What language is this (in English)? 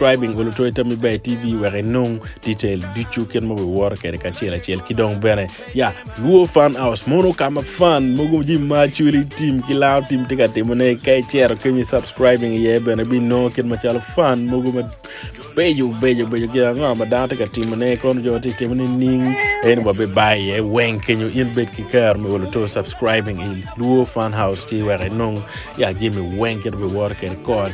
Acoli